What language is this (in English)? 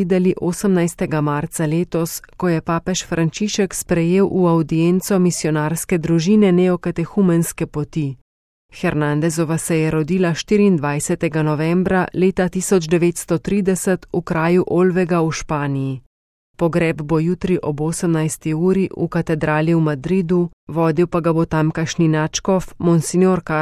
Slovenian